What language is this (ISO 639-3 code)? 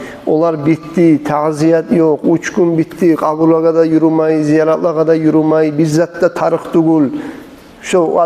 kum